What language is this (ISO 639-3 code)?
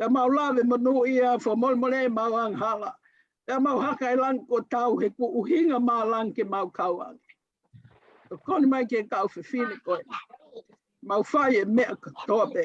ton